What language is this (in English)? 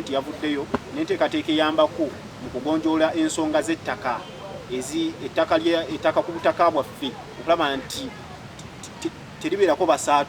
Ganda